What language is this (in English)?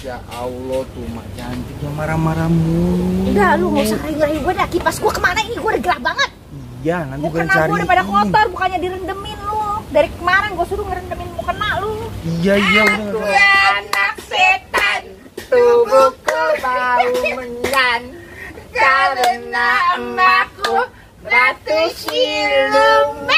Betawi